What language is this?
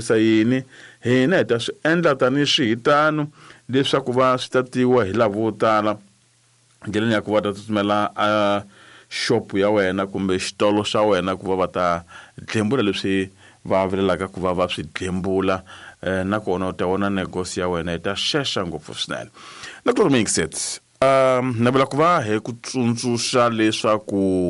Tsonga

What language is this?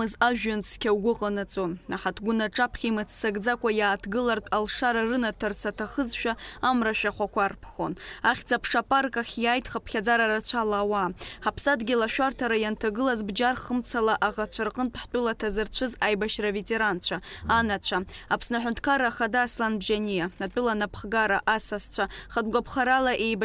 Abkhazian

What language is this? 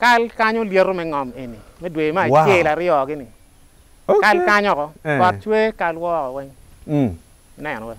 Acoli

